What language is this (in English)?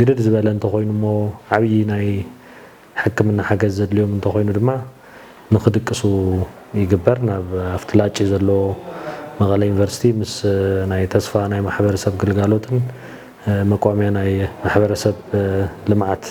Tigrinya